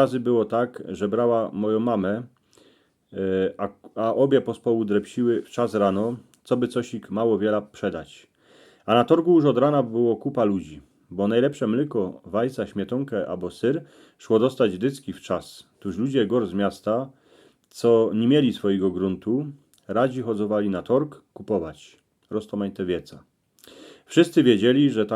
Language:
Silesian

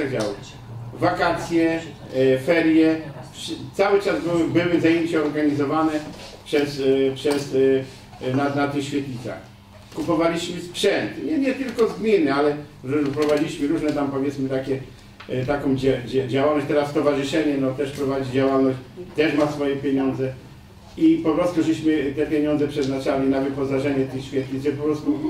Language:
Polish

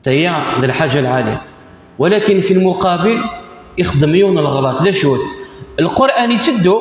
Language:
Kabyle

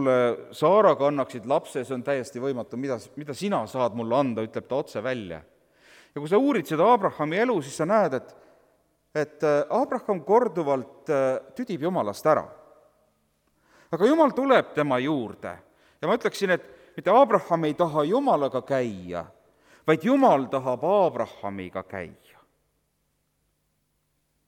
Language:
Estonian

